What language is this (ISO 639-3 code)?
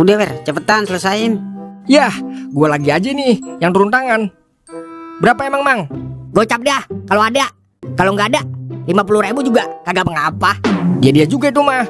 bew